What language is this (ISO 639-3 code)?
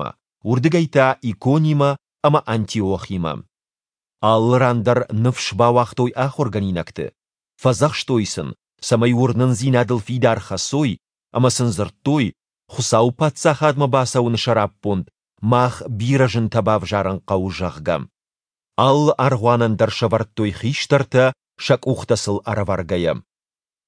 oss